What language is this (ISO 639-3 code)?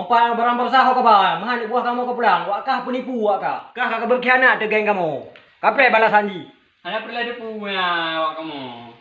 ace